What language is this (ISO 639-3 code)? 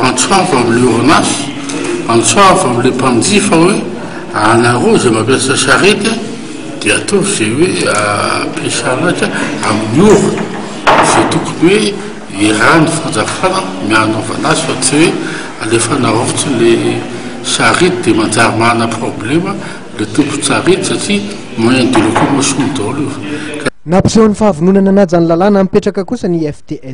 mlg